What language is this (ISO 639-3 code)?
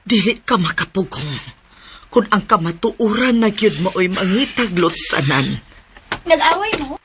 ceb